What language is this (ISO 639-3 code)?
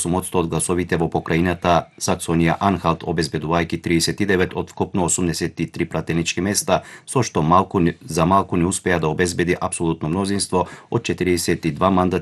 mkd